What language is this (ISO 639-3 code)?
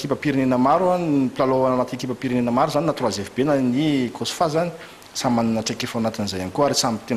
mlg